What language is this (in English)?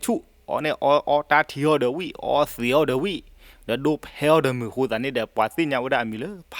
S'gaw Karen